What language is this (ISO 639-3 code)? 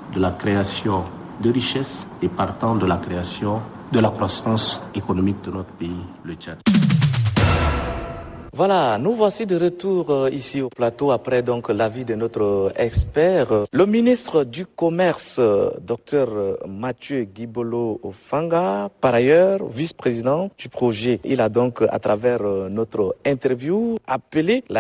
fra